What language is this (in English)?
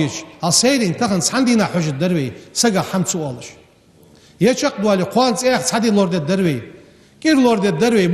Ingush